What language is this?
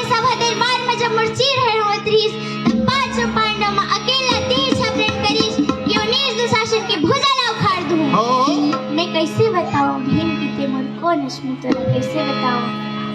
Chhattisgarhi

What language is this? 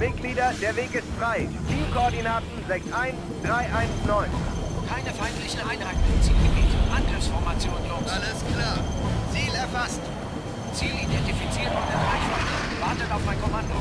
Bavarian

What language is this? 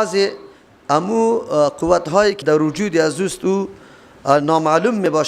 Persian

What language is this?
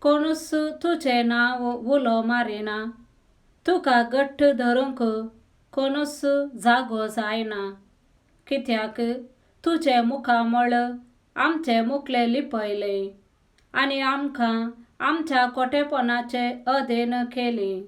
Konkani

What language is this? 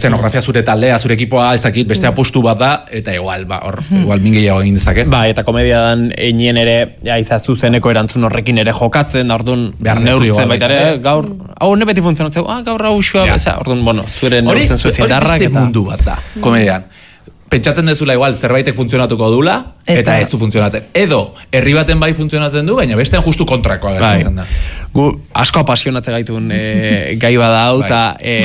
Basque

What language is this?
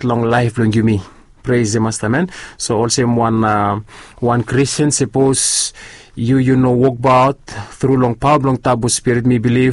Bislama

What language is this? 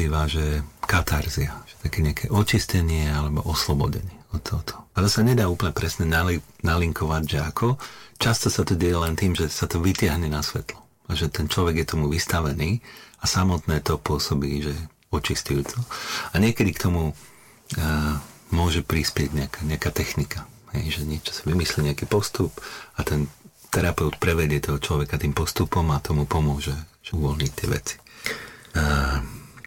Slovak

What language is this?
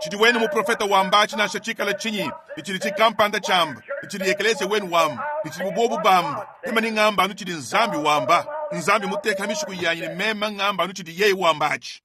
Luba-Lulua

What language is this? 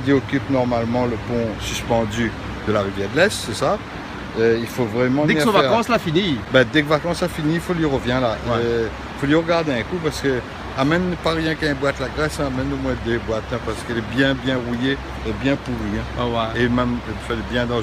Réunion Creole French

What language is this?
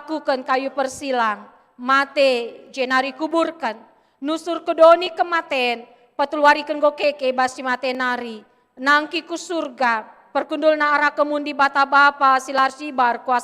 Batak Karo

